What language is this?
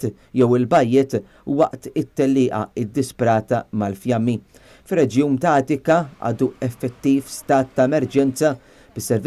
Maltese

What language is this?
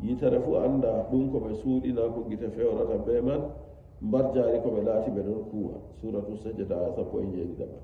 Nigerian Fulfulde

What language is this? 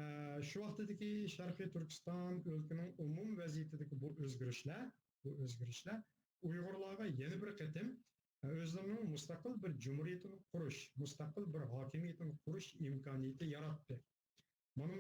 Uyghur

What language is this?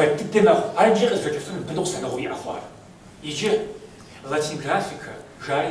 Kabardian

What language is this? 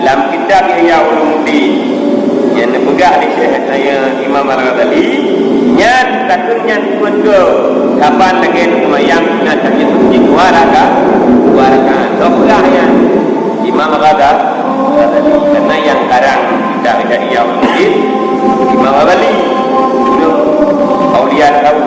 Achinese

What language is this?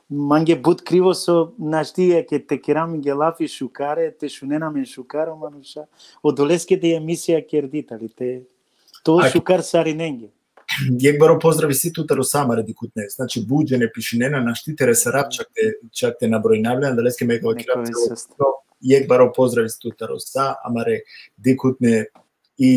Balkan Romani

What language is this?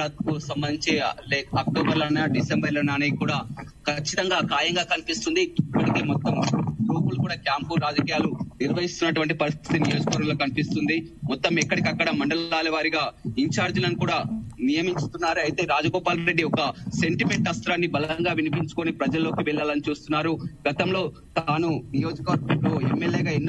Telugu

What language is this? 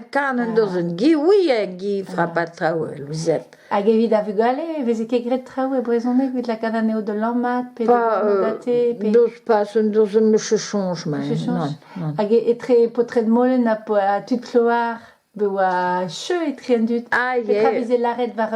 Breton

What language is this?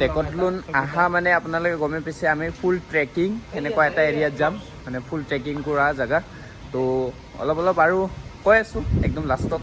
Assamese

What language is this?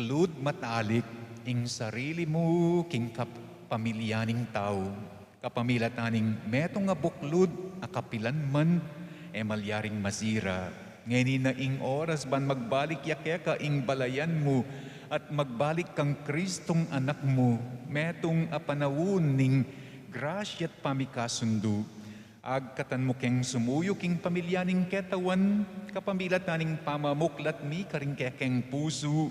Pampanga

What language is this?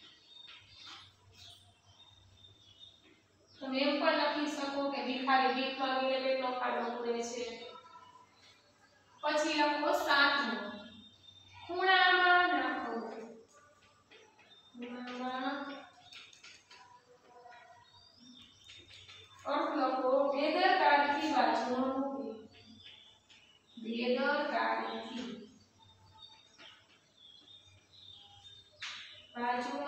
Gujarati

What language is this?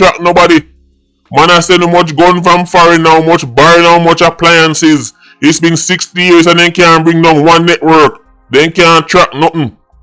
Jamaican Creole English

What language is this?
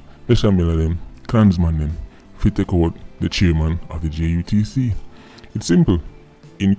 Jamaican Creole English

